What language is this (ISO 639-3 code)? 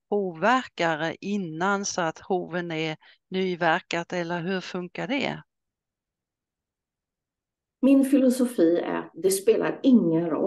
swe